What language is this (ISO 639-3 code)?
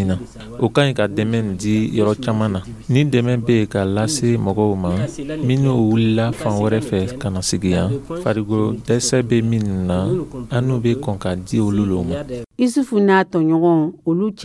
dyu